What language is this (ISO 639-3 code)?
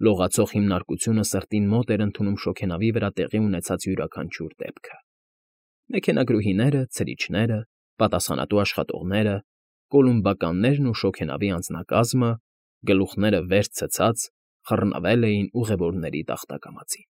hye